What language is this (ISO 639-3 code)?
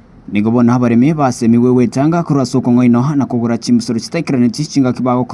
guz